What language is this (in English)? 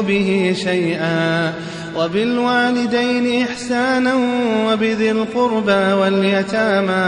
Arabic